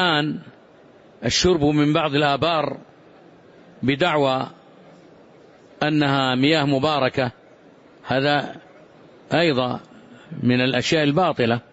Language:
Arabic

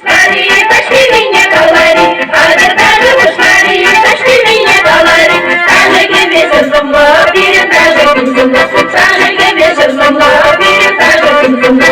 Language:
Chuvash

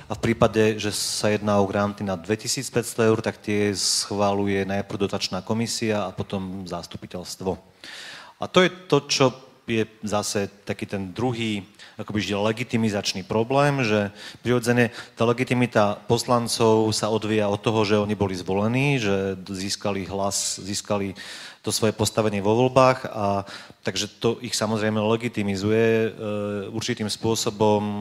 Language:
Slovak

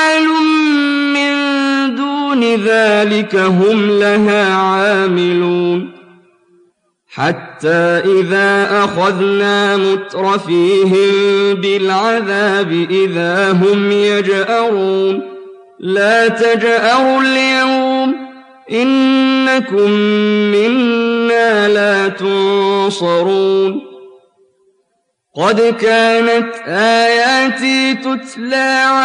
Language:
Arabic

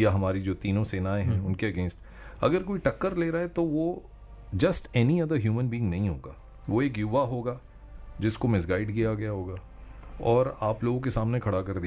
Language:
Hindi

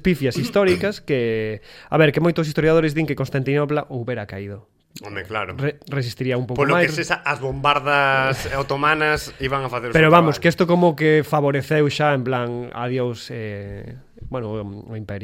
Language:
Galician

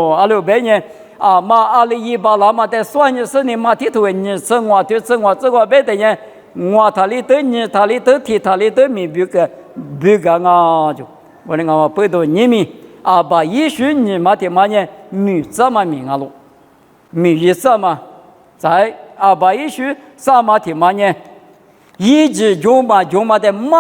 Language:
Lisu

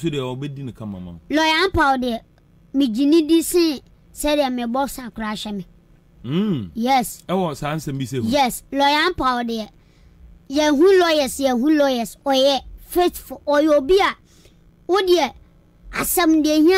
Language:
Akan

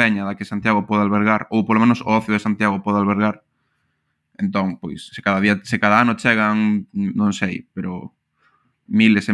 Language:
Galician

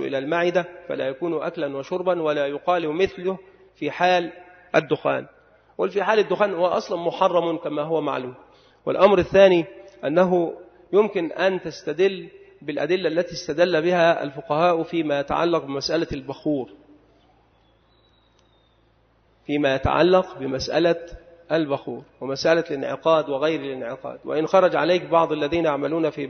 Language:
Arabic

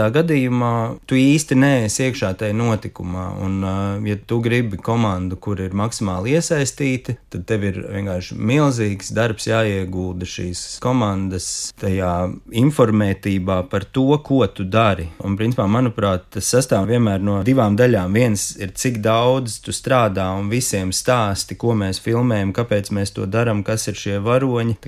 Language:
Latvian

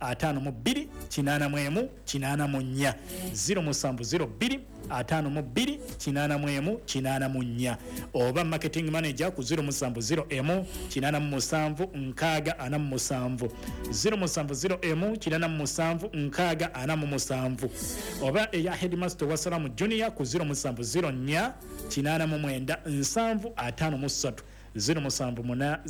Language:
Ganda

